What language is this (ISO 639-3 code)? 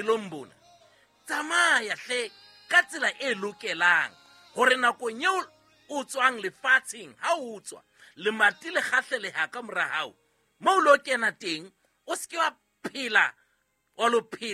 sot